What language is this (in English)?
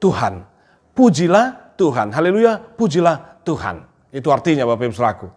Batak Toba